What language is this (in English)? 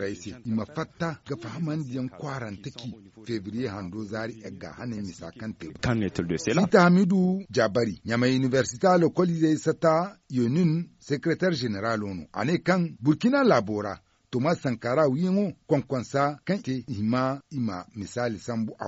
Zarma